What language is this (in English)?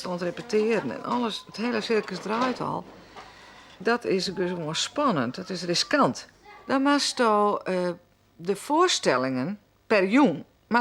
Western Frisian